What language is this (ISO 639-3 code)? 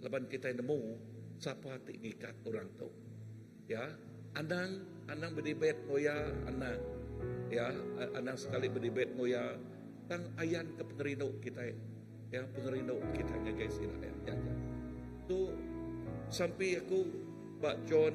iba